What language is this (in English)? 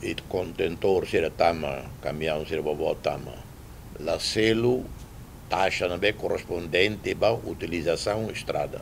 Tetum